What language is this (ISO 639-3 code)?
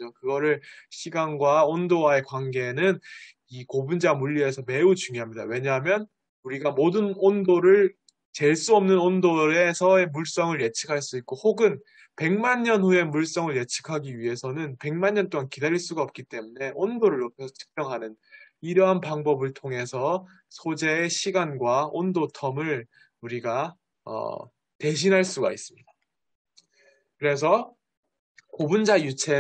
kor